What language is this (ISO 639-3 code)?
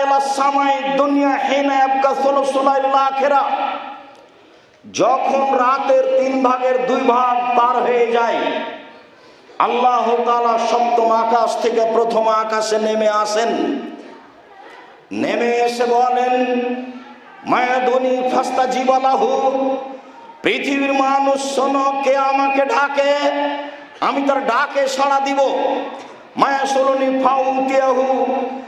ben